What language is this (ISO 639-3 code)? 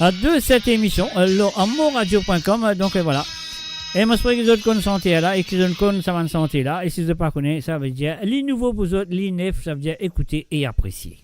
mfe